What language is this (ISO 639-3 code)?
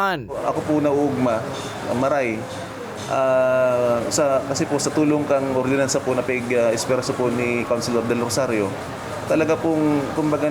bik